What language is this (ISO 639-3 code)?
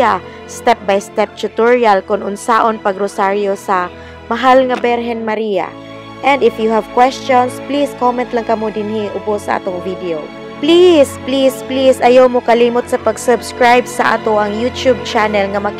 ceb